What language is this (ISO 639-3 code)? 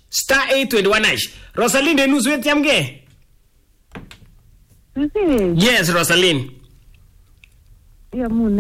swa